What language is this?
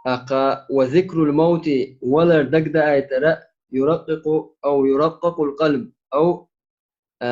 Chechen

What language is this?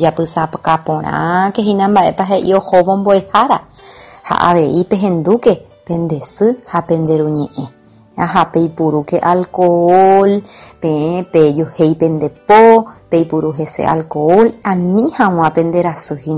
Guarani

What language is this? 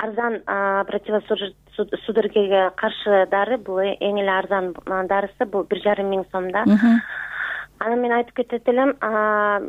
Kyrgyz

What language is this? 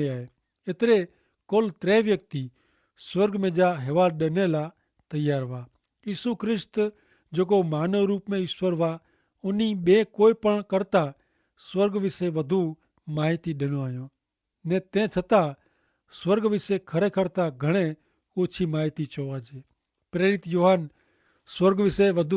Kachhi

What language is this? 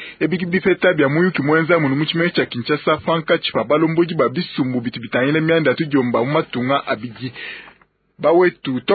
Luba-Lulua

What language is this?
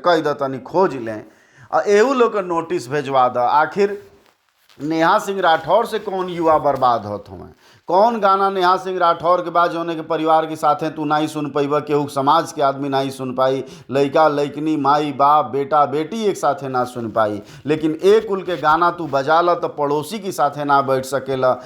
Bhojpuri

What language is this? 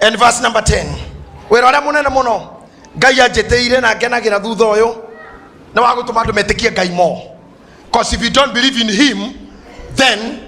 Kikuyu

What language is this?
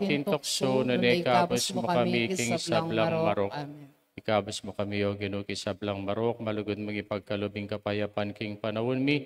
Pampanga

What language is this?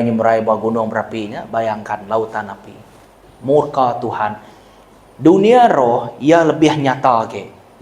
Iban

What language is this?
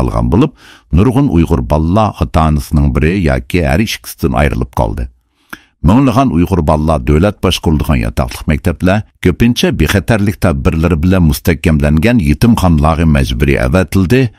Uyghur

